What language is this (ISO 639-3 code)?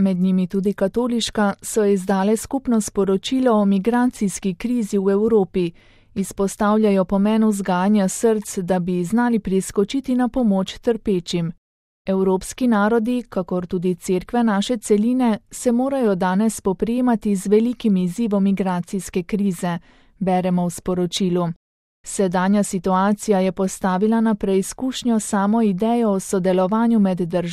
slv